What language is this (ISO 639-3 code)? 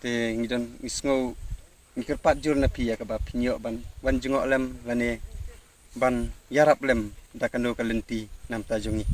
kha